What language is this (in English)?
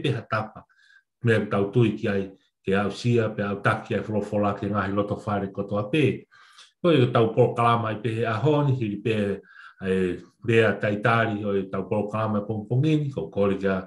Tongan